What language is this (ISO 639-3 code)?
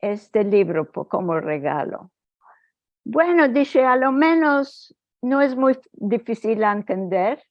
lad